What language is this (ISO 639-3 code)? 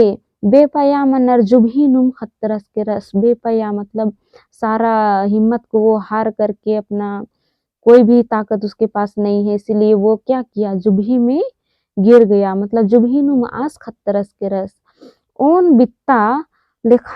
kru